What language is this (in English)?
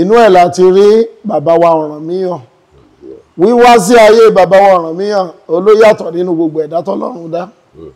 Yoruba